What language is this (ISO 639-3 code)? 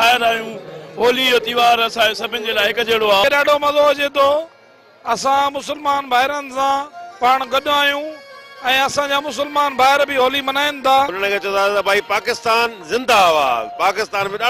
snd